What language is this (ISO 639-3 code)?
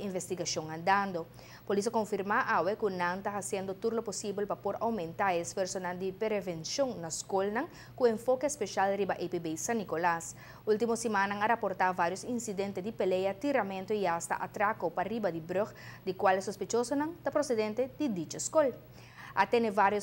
pap